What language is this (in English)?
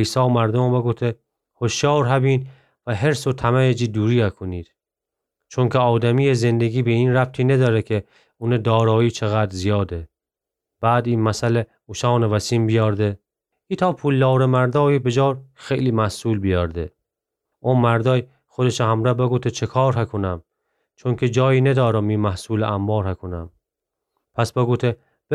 Gilaki